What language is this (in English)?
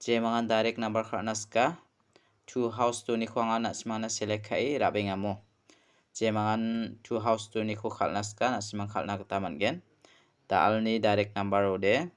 Garo